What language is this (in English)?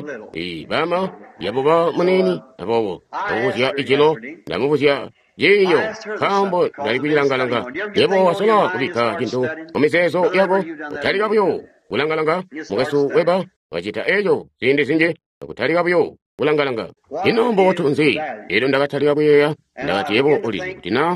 Tonga (Zambia)